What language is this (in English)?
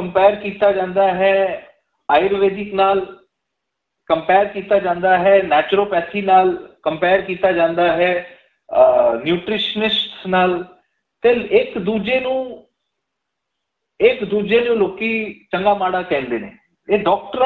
Punjabi